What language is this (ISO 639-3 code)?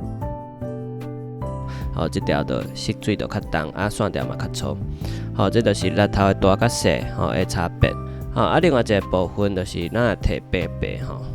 nan